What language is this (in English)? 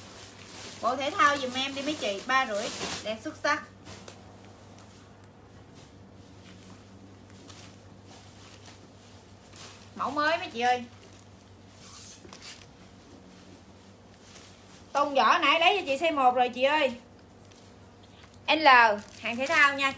Vietnamese